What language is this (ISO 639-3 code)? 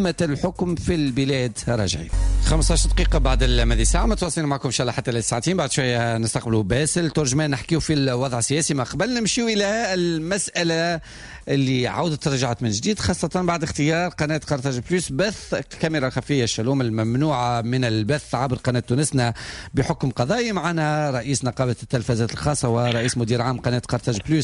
aeb